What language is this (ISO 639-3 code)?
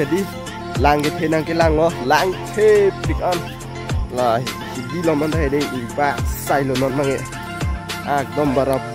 mjw